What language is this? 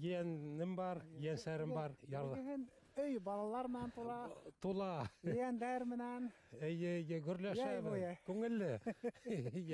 Bashkir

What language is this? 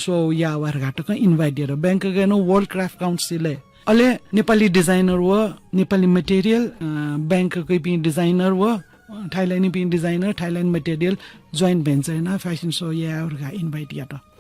Newari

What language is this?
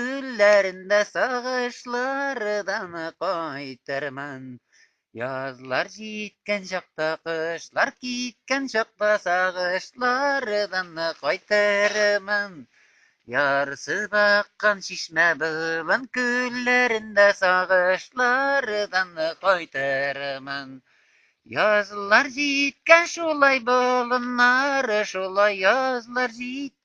Tatar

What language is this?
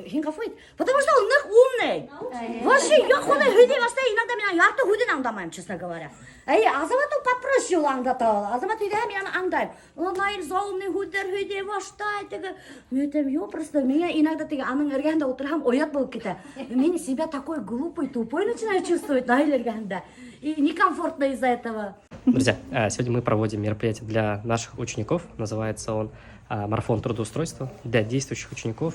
Bashkir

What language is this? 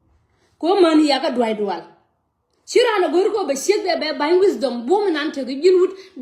Nuer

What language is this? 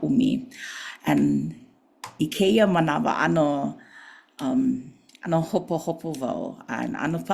Hawaiian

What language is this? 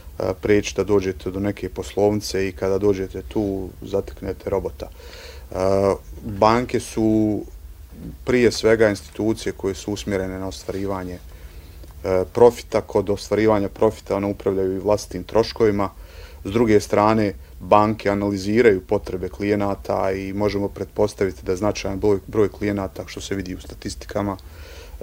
Bosnian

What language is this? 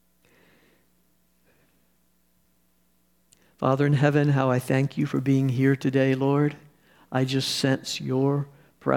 English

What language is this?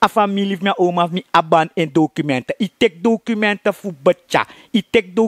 Sranan Tongo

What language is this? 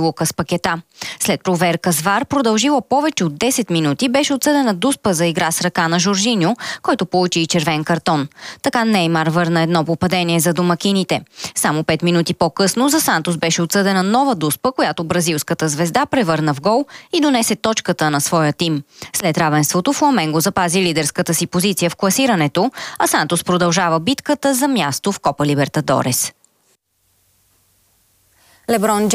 Bulgarian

